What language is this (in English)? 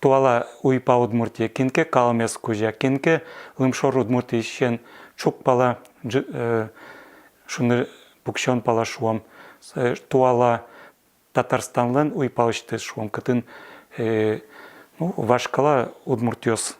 Udmurt